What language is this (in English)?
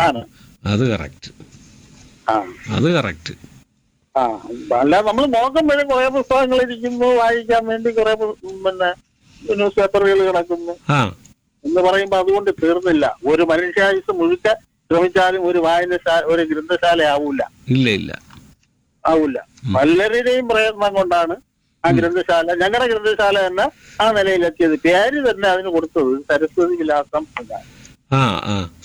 Malayalam